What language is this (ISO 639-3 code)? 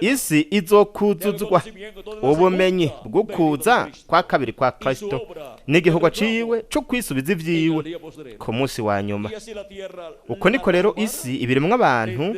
run